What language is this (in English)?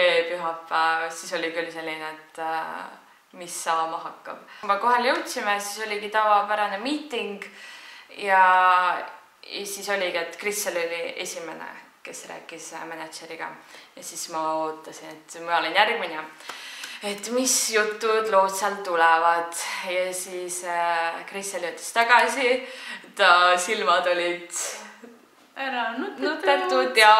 Estonian